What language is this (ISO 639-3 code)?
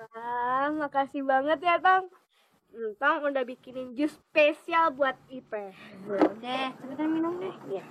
bew